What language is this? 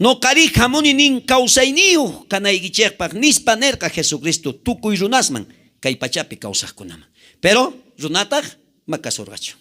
South Bolivian Quechua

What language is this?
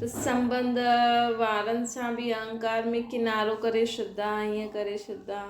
Sindhi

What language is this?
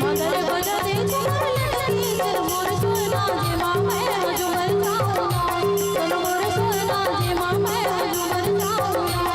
Chhattisgarhi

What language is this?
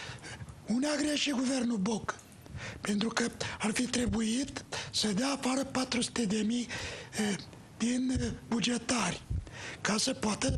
Romanian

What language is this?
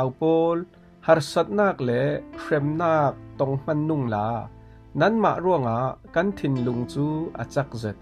Falam Chin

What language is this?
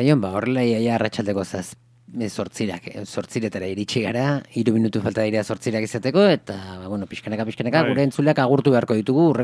Basque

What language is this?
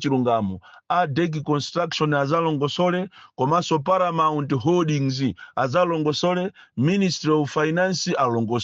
Nyanja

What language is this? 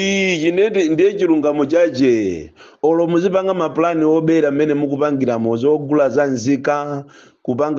Nyanja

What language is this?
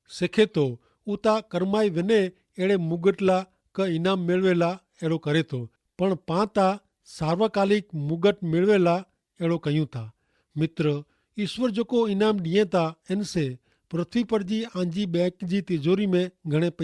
Kachhi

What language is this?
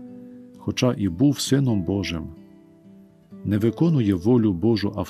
Ukrainian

